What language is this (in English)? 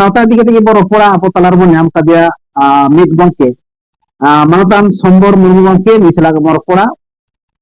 Santali